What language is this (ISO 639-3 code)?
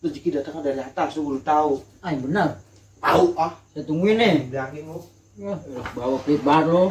bew